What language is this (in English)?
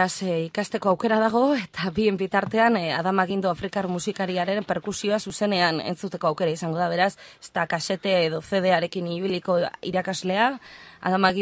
Basque